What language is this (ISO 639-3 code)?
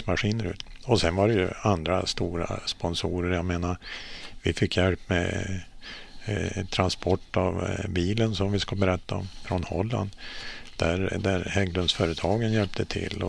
swe